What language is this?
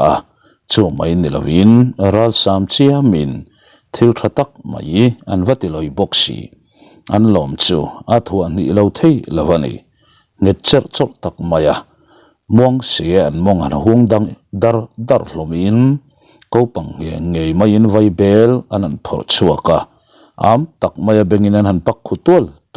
Mizo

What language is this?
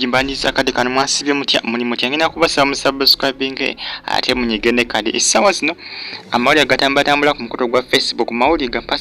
Ganda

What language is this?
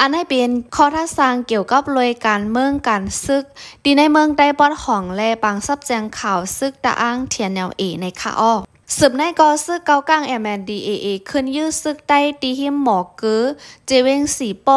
Shan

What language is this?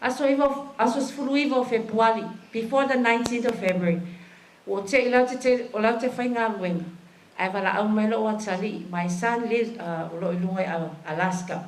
Samoan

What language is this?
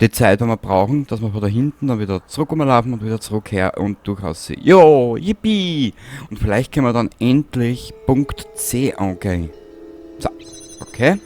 Bavarian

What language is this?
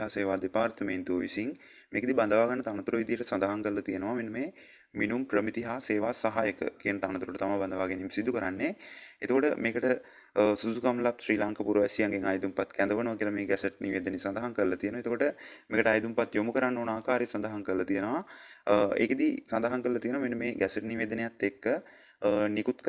Sinhala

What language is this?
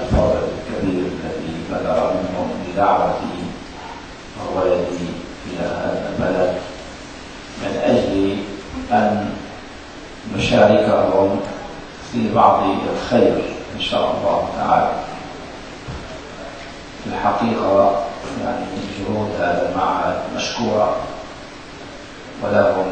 Arabic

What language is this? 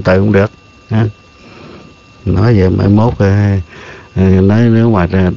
Vietnamese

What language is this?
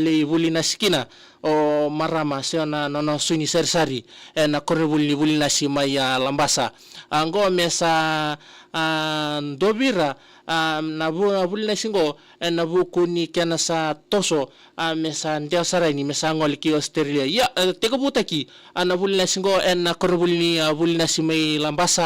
Fijian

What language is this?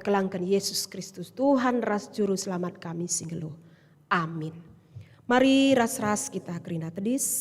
Batak Karo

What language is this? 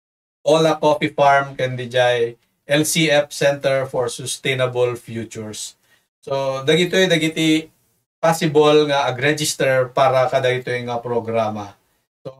Iloko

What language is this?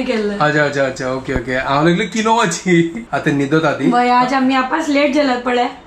Konkani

